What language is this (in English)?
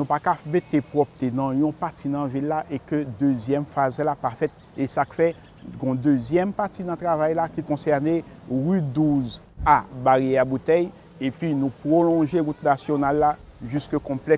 Haitian Creole